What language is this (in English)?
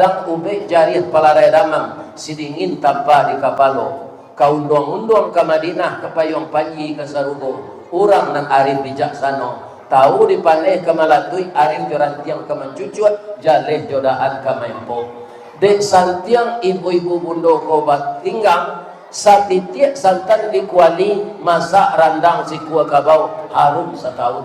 Minangkabau